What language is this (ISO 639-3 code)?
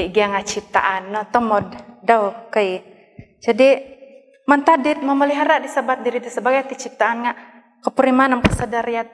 dtp